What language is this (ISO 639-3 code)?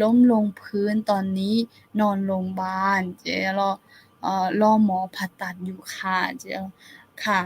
ahk